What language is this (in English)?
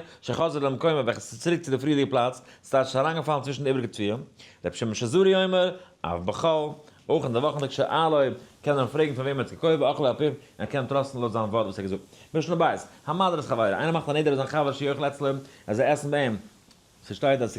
Yiddish